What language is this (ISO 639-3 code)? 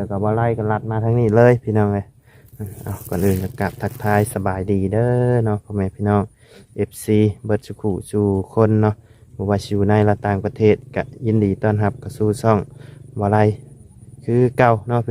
lao